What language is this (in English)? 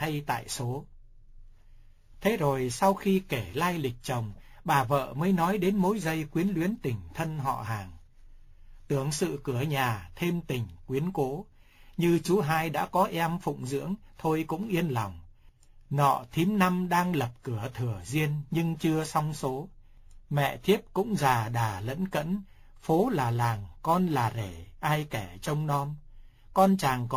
Vietnamese